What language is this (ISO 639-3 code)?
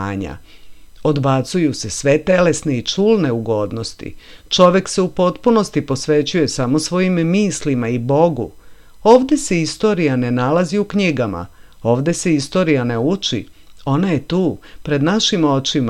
srp